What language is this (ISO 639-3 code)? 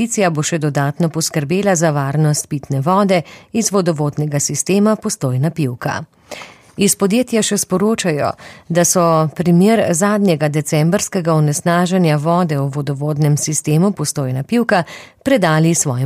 slv